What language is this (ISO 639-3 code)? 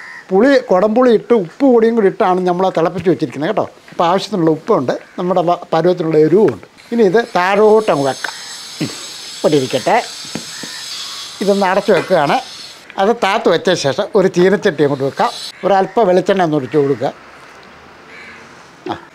mal